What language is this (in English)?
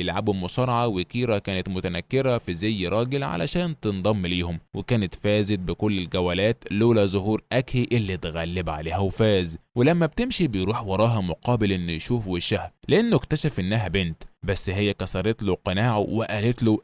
Egyptian Arabic